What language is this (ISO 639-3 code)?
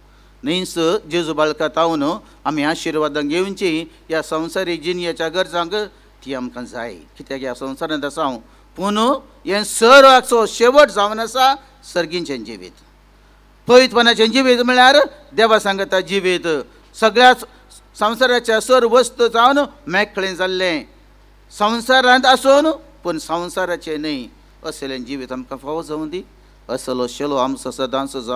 kok